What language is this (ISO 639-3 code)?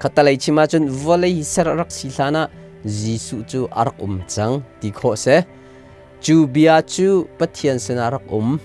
cnh